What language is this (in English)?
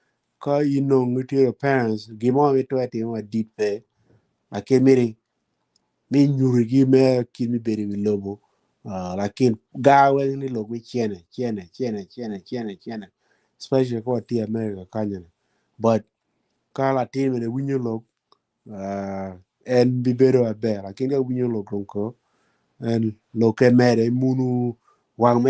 Acoli